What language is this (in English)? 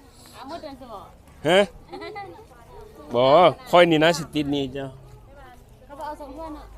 Lao